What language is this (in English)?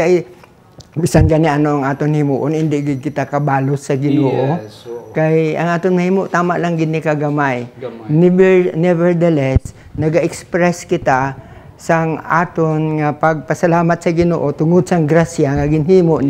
Hiligaynon